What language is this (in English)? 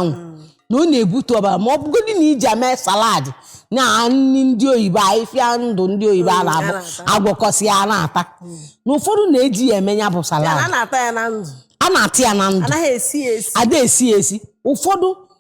Igbo